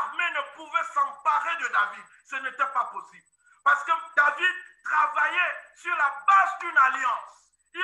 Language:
French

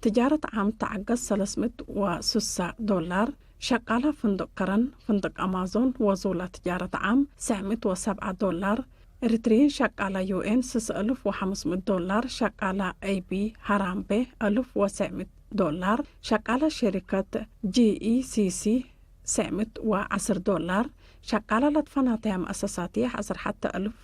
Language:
Tigre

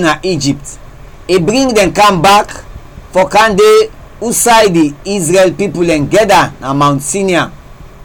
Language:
Krio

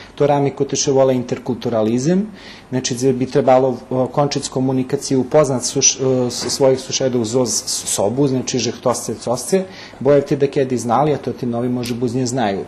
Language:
Rusyn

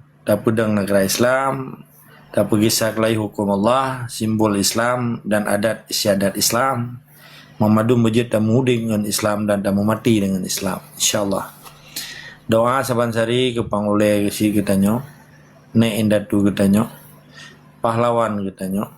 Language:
Achinese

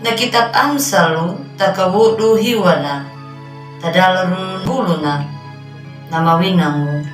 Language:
Anakalangu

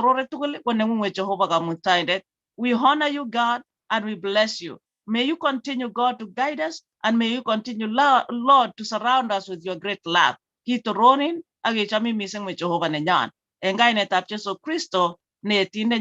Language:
Kalenjin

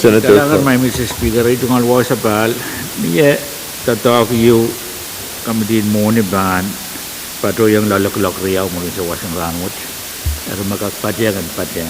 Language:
Pohnpeian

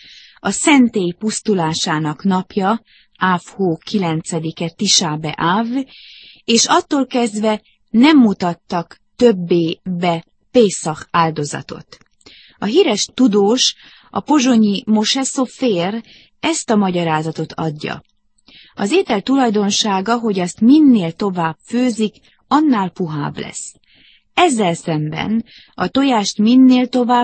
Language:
Hungarian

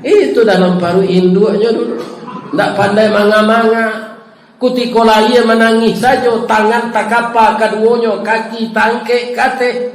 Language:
Minangkabau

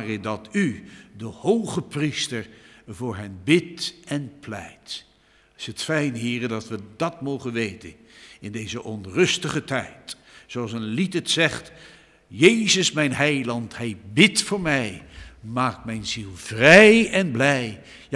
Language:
Dutch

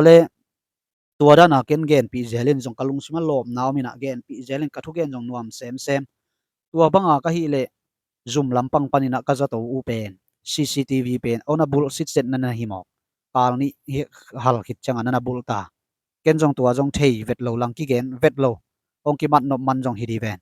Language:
Tedim Chin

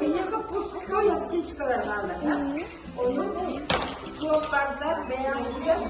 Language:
Yakut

